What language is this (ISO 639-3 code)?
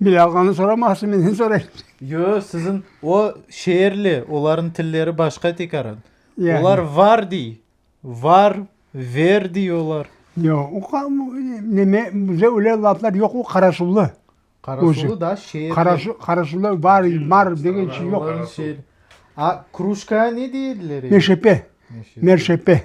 crh